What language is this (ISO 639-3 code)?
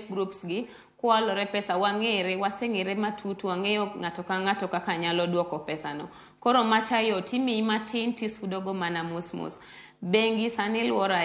luo